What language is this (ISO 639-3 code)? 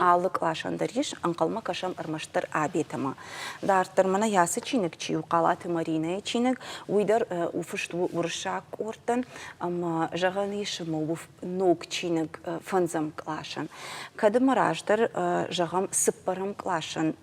oss